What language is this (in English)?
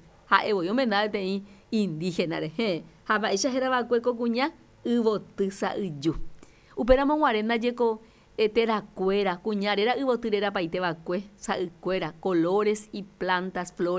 Guarani